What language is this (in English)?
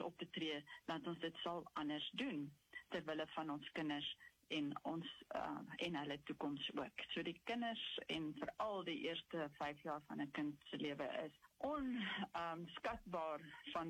Afrikaans